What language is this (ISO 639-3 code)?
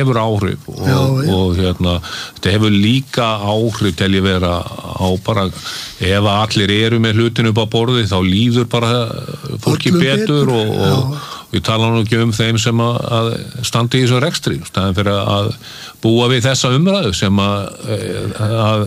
isl